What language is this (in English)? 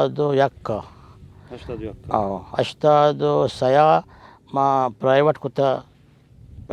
Baluchi